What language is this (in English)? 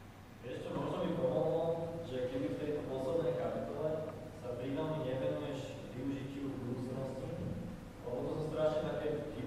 Slovak